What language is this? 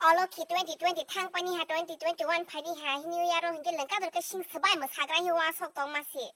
Kok Borok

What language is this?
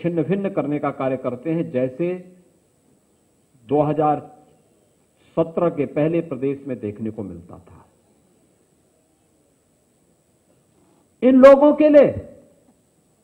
Hindi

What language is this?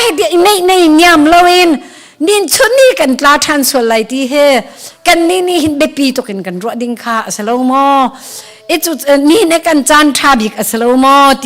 Hakha Chin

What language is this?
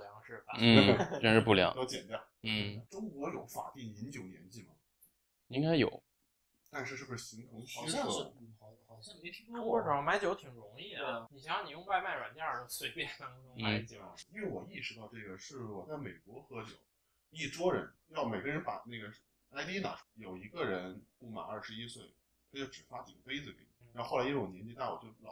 Chinese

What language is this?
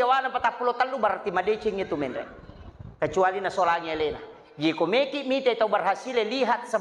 Buginese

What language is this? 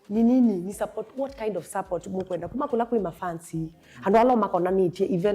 Kamba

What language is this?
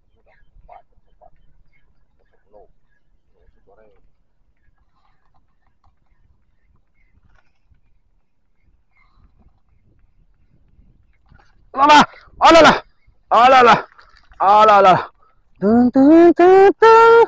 Indonesian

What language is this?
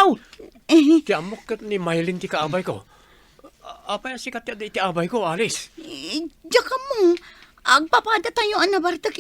Iloko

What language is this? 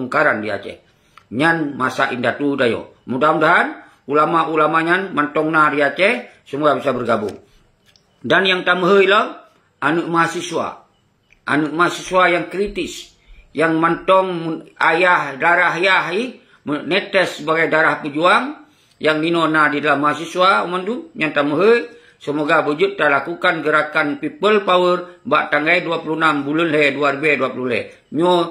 Achinese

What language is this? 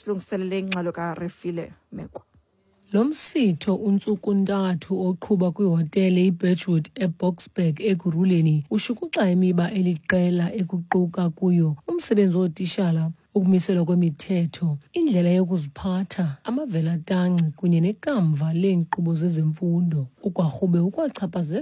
Xhosa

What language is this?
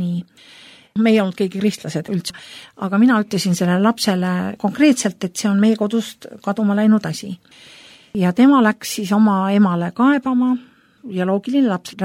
Estonian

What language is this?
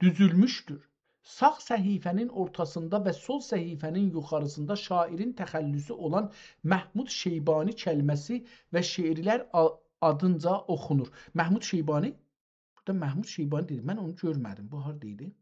South Azerbaijani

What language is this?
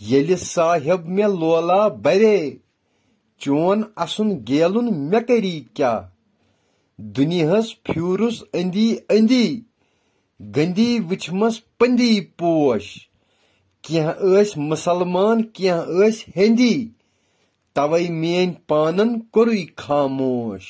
Kashmiri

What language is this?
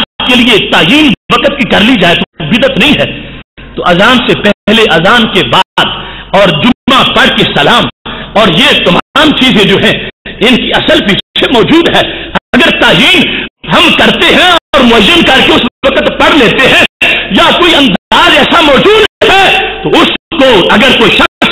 Urdu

